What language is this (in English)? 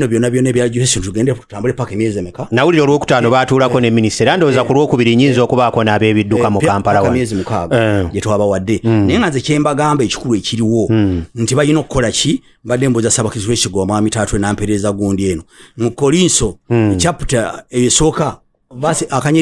Ganda